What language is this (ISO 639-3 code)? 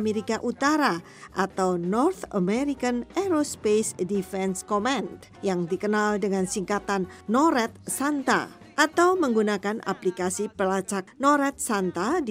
ind